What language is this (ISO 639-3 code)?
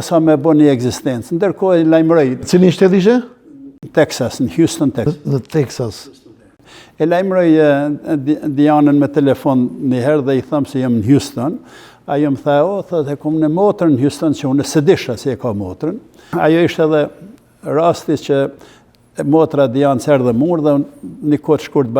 sqi